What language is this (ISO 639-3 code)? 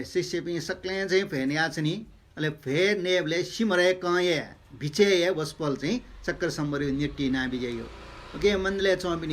new